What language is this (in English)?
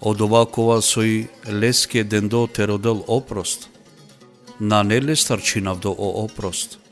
Balkan Romani